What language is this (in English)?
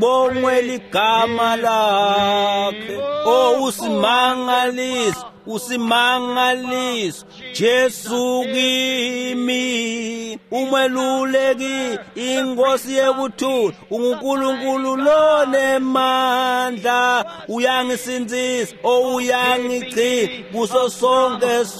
Swati